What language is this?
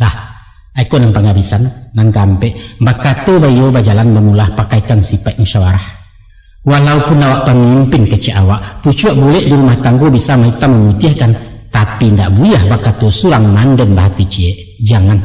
Minangkabau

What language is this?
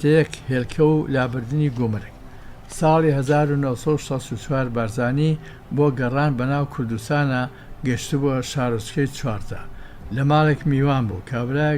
Central Kurdish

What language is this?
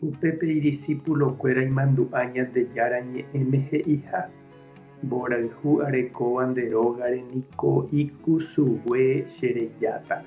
Guarani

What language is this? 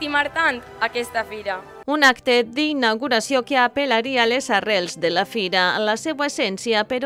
Catalan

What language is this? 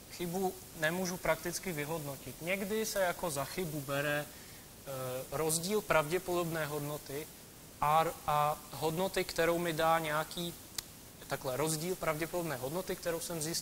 Czech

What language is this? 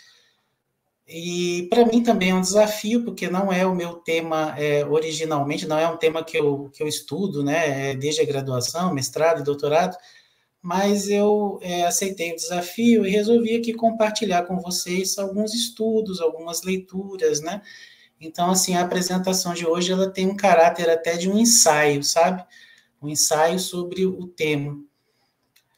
Portuguese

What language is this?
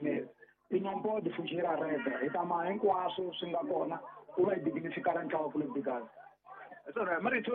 Tsonga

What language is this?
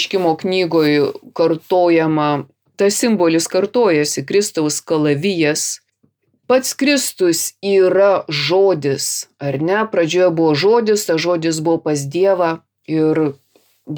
Lithuanian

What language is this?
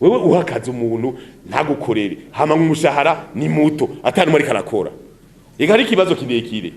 Rundi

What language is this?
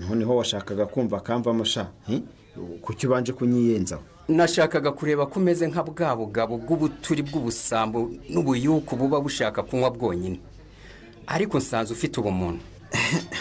Rundi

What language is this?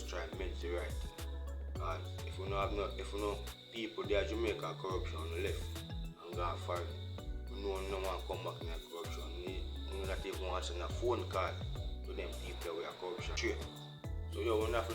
Jamaican Creole English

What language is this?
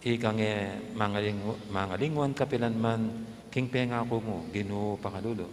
Pampanga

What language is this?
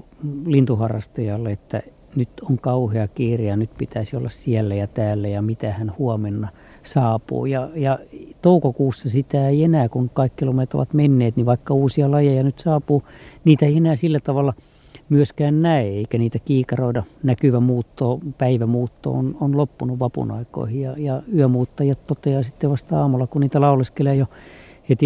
Finnish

